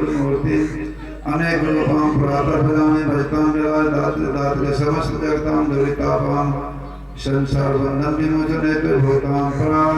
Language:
Maithili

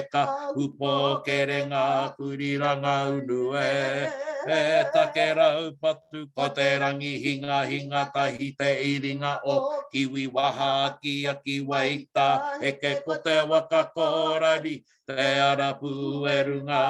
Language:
Māori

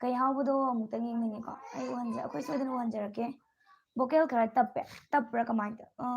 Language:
Manipuri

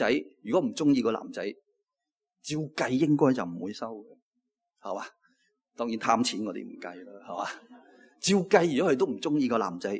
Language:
Cantonese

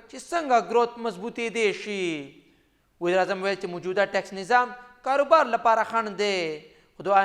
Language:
Pashto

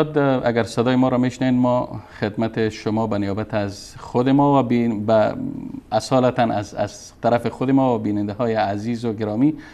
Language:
Persian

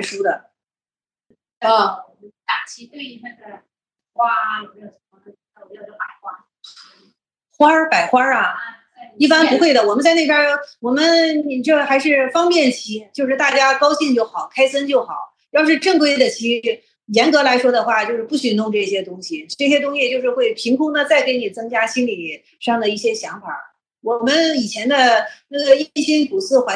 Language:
Chinese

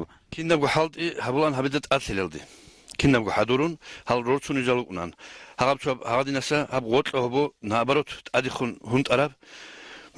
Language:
Avaric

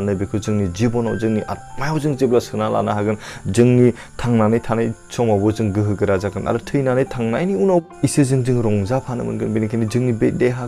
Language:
Bodo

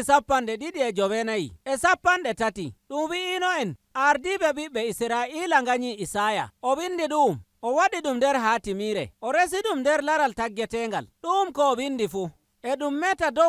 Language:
Nigerian Fulfulde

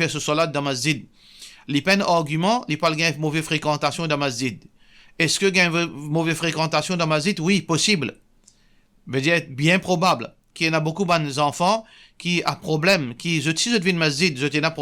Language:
Morisyen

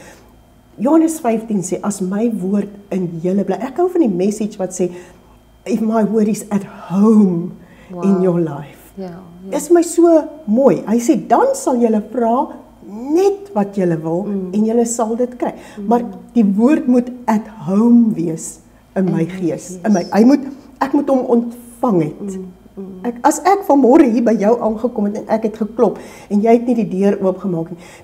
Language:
Afrikaans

